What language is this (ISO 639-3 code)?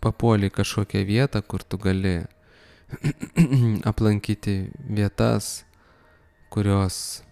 lit